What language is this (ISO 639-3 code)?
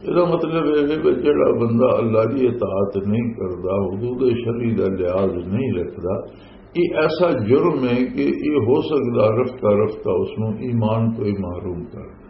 lah